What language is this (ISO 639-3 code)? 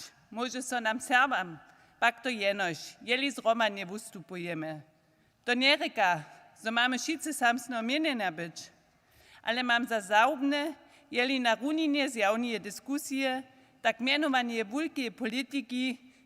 hsb